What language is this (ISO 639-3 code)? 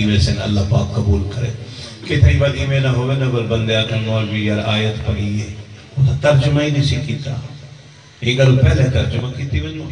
skr